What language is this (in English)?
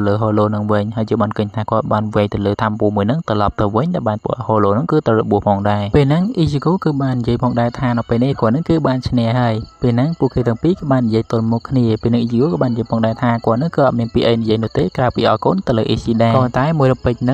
Khmer